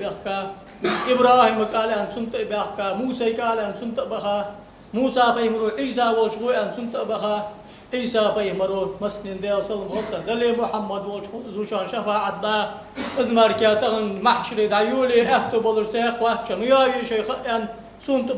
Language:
Ingush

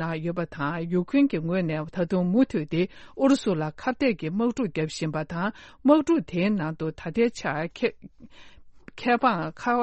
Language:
Tibetan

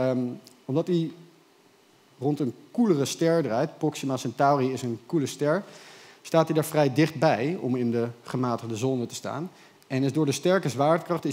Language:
Dutch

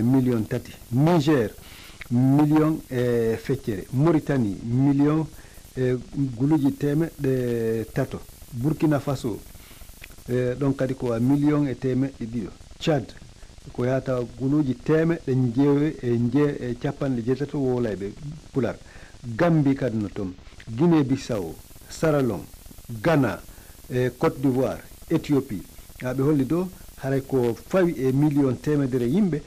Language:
Fula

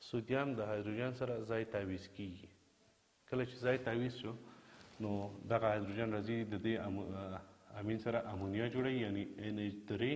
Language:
Pashto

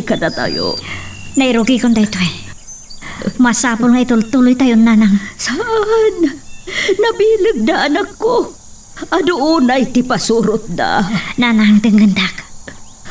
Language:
Iloko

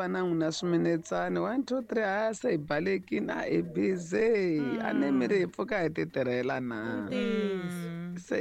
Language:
Tsonga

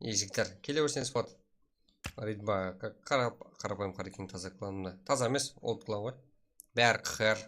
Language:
Kara-Kalpak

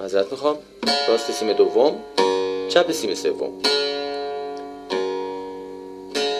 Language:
Persian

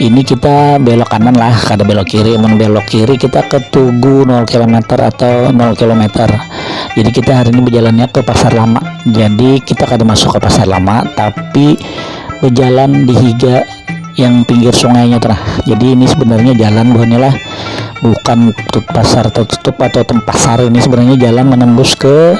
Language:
Banjar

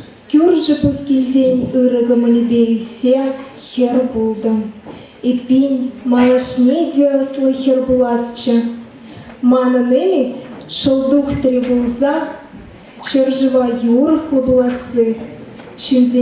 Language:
Chuvash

